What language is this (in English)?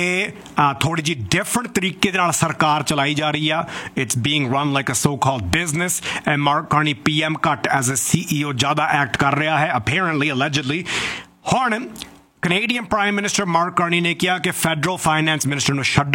Punjabi